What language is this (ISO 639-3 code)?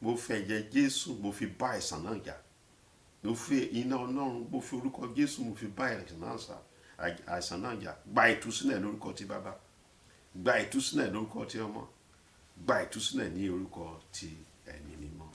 yor